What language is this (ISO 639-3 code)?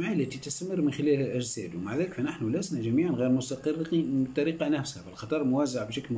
ara